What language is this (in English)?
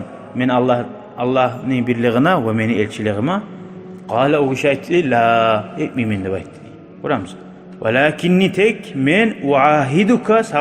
Kumyk